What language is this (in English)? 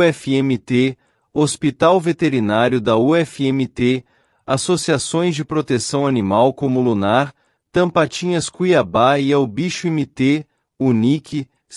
Portuguese